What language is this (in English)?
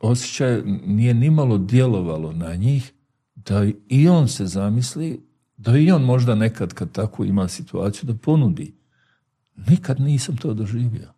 Bosnian